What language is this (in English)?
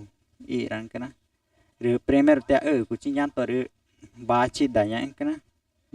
Ticuna